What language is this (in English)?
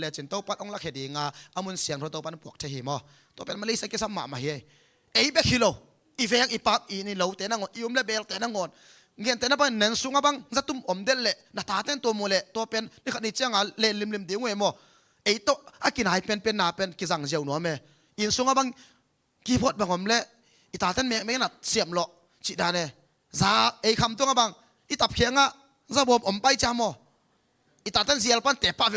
Tedim Chin